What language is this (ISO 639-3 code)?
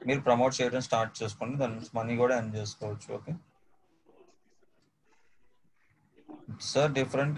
tel